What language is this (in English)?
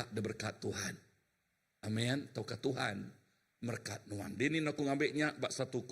Iban